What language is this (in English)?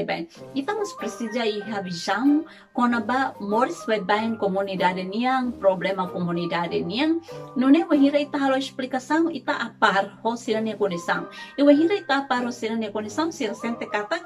Tetum